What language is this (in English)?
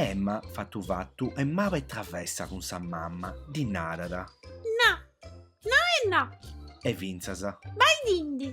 Sardinian